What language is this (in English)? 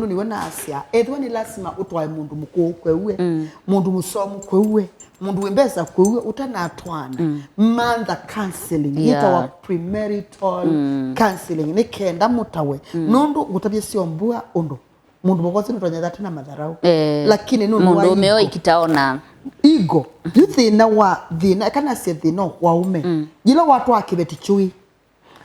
Kamba